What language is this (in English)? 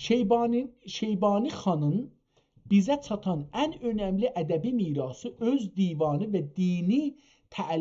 South Azerbaijani